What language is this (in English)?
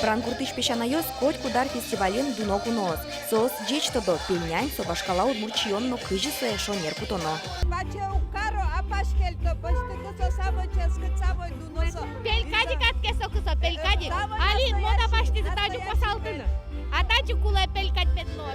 Udmurt